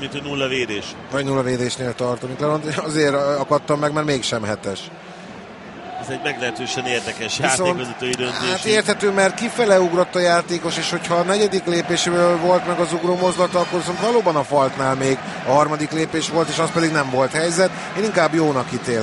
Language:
Hungarian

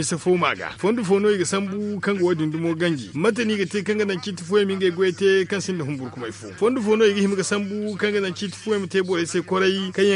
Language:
Zarma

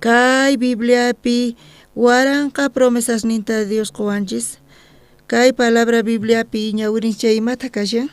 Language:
South Bolivian Quechua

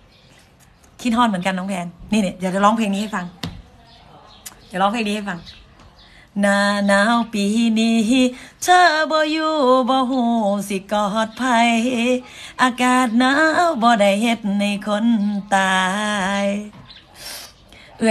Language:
Thai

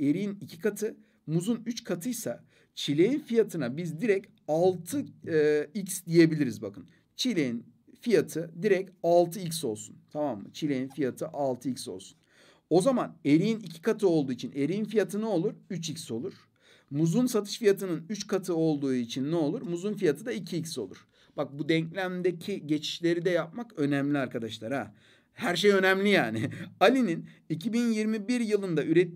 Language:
Turkish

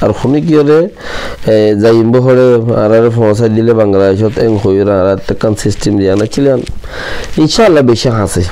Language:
Rohingya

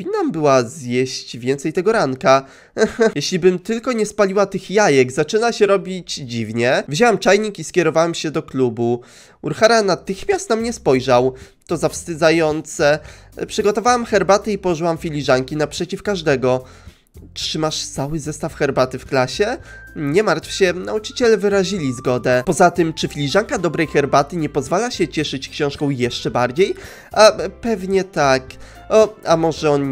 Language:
Polish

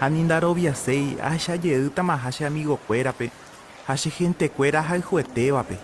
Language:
Guarani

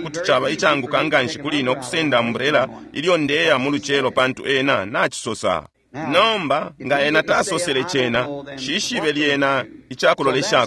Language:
Bemba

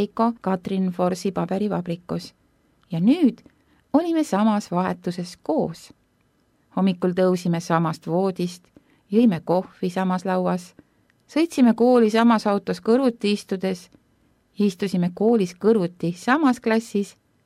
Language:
Estonian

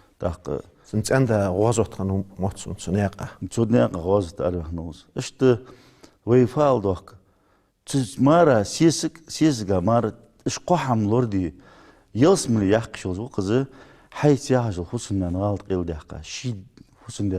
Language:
Ingush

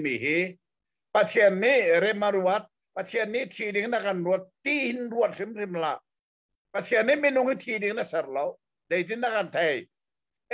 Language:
Hakha Chin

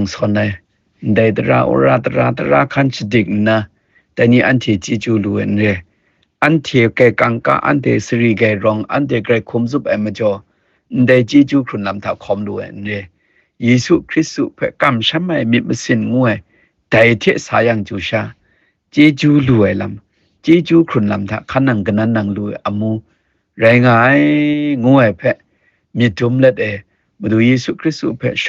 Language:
Kachin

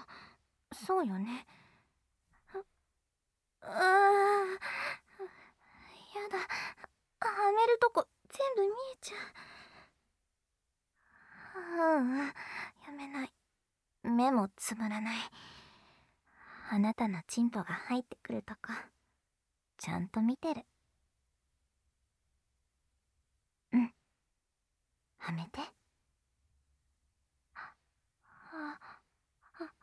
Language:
Japanese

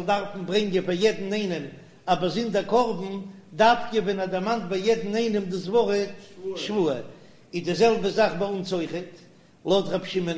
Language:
Yiddish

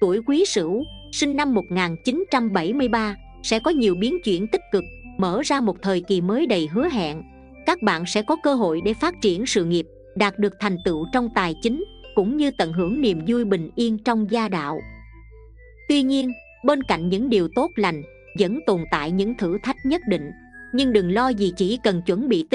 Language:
Vietnamese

